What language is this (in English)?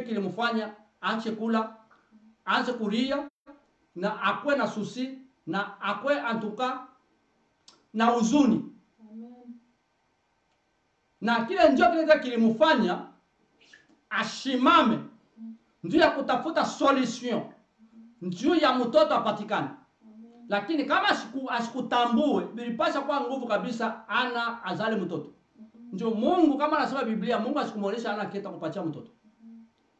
Swahili